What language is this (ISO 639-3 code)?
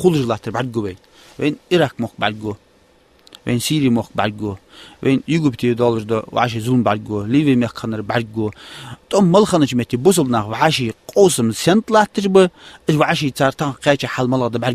inh